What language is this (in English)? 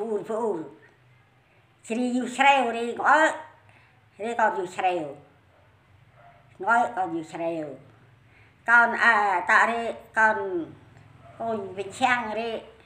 Central Mnong